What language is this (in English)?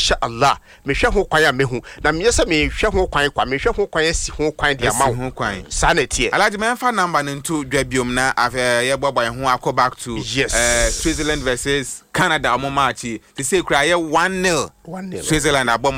Akan